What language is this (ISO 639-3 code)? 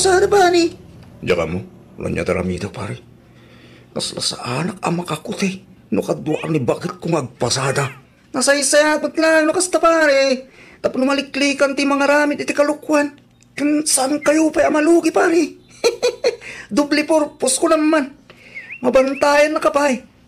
ilo